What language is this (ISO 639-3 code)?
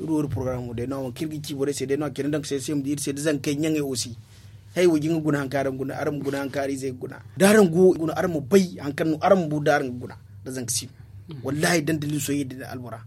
dje